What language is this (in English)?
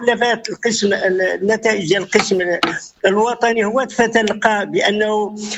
Moroccan Arabic